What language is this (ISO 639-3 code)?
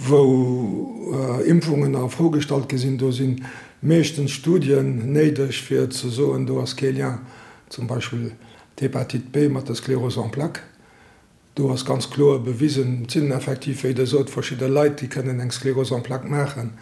ltz